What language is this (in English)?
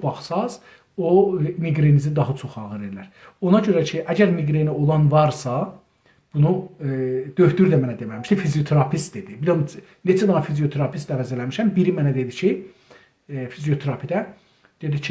South Azerbaijani